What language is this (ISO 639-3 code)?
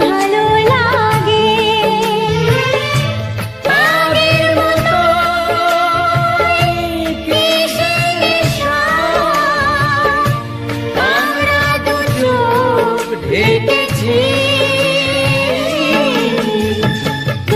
ben